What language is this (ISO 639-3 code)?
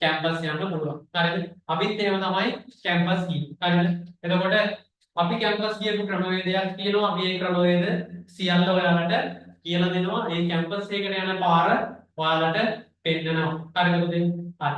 sin